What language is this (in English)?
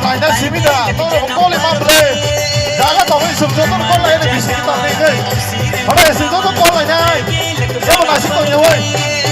Kok Borok